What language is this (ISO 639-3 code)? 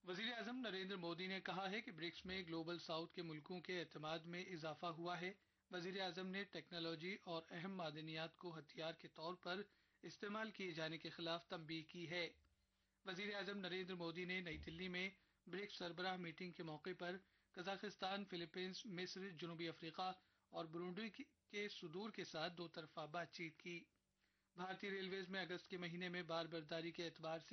urd